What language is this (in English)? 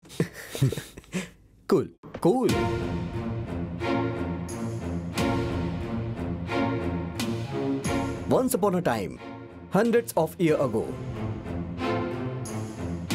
Bhojpuri